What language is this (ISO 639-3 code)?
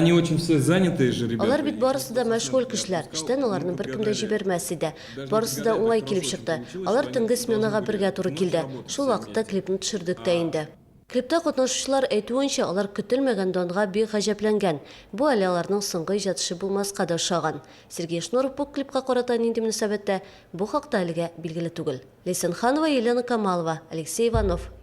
tat